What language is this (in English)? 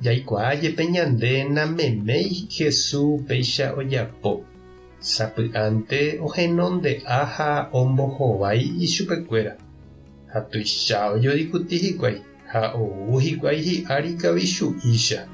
Guarani